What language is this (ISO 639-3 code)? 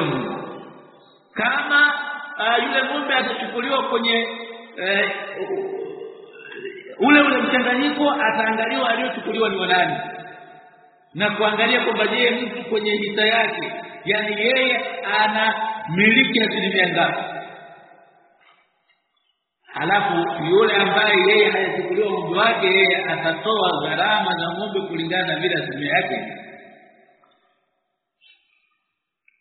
swa